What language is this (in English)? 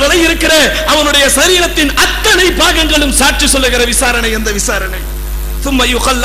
Tamil